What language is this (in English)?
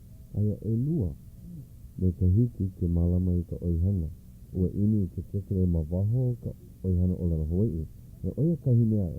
Hawaiian